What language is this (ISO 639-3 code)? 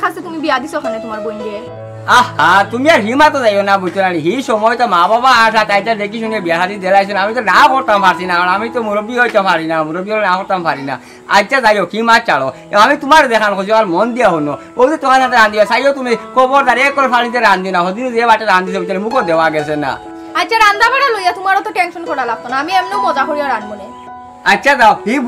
syl